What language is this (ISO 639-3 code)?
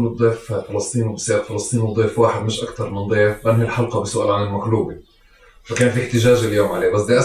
apc